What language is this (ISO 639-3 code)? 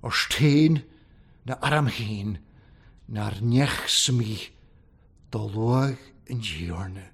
cym